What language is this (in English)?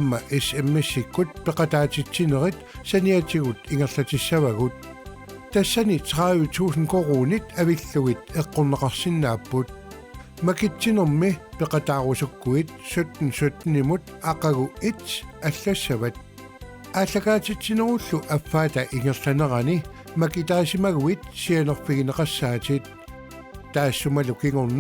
Kalaallisut